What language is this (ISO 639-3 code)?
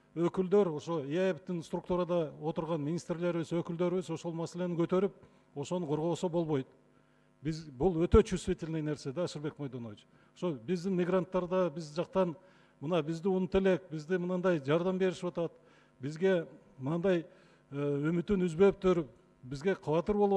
kir